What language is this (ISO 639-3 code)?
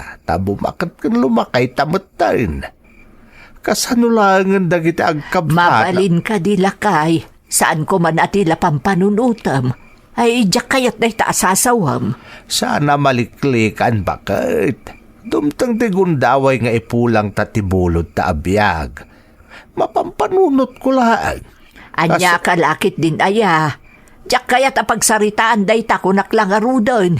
ilo